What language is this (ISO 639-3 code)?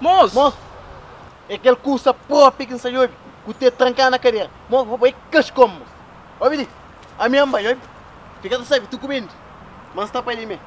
kea